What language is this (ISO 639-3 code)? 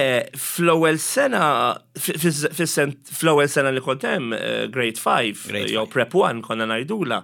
mlt